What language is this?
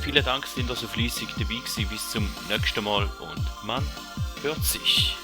Swiss German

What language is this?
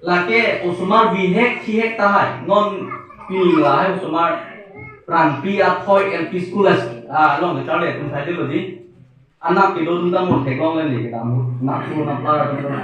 Karbi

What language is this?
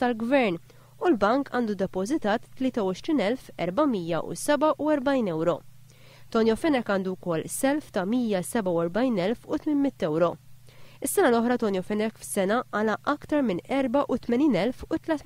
Maltese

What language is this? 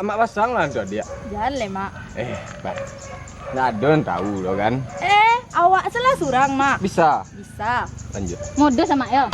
Minangkabau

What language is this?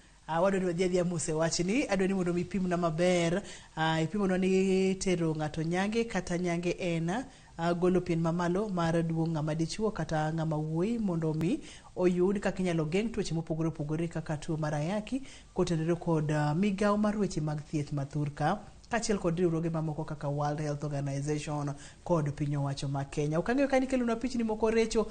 Luo (Kenya and Tanzania)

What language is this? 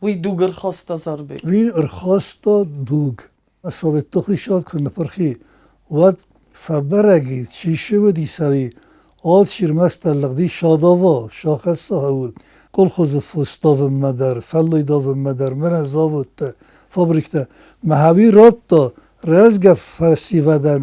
Ossetic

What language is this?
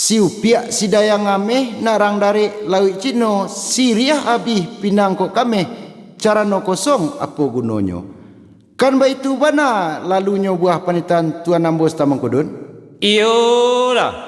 Minangkabau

